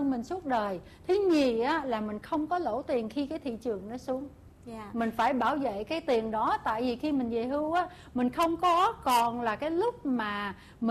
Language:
Vietnamese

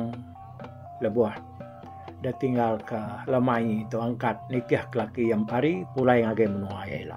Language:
Iban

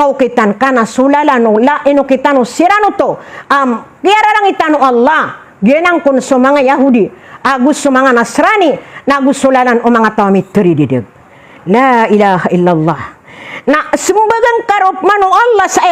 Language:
Maranao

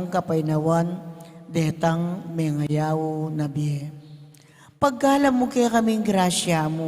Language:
Pampanga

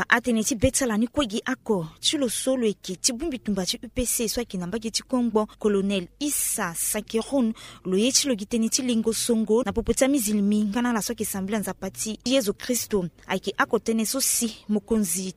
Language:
Sango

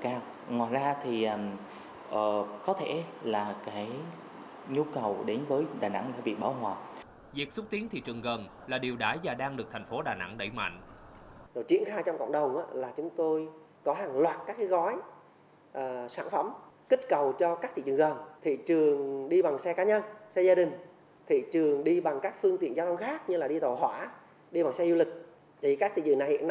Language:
Vietnamese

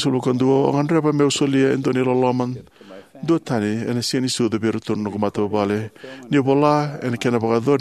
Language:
Fijian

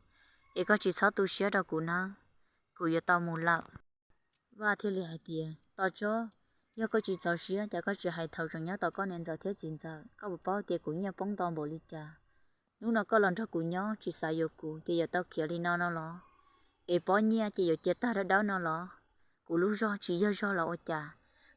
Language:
Hmong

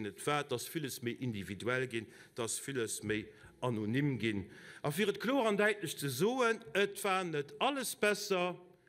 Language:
Luxembourgish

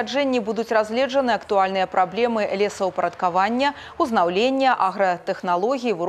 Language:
Belarusian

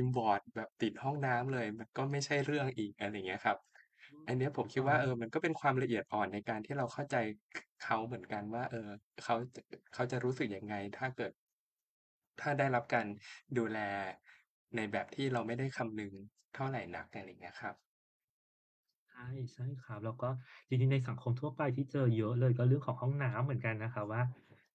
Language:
Thai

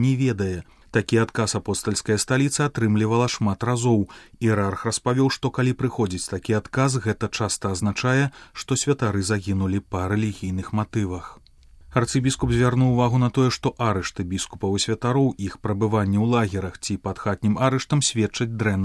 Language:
Belarusian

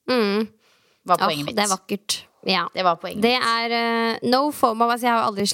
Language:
Norwegian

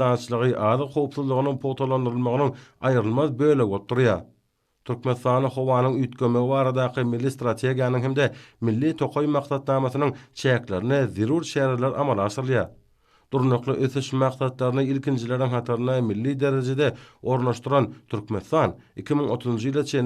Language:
Turkmen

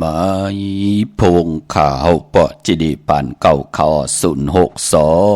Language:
Shan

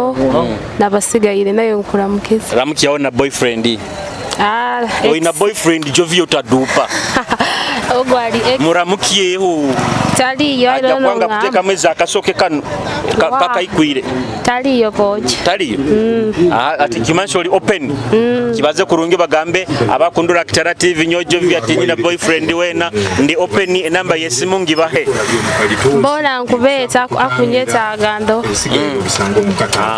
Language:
Nyoro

